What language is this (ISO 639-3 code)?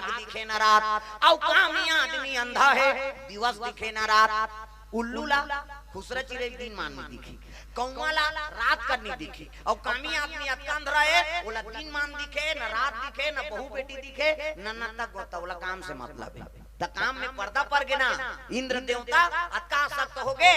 hne